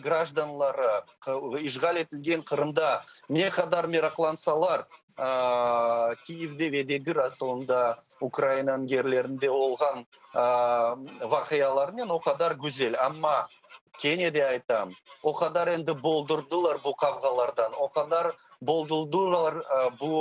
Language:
Crimean Tatar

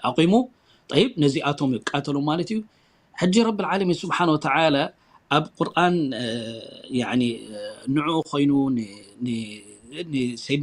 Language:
Tigrinya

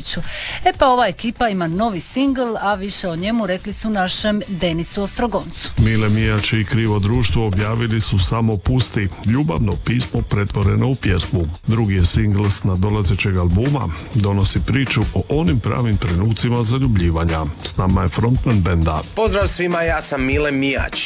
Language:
Croatian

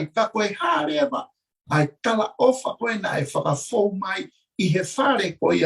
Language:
Tongan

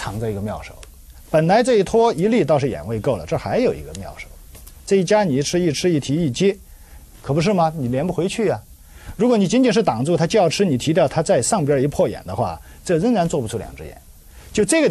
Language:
Chinese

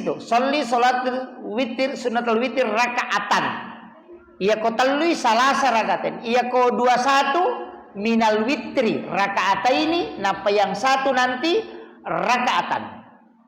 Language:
Buginese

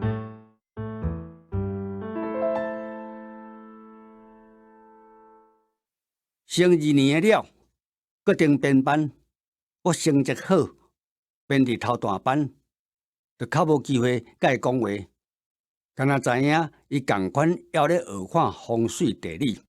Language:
Min Nan Chinese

